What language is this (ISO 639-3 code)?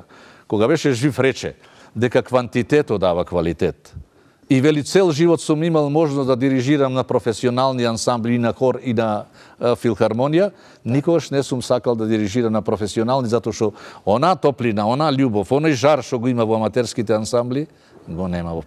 mkd